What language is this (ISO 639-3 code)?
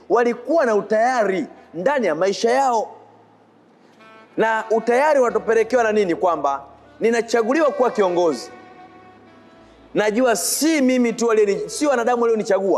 swa